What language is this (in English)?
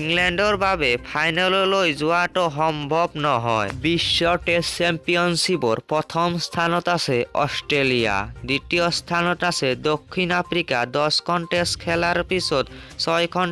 Assamese